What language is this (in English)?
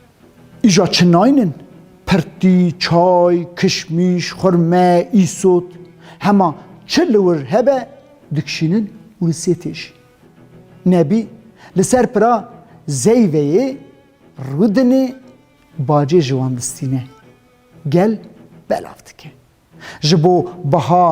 Kurdish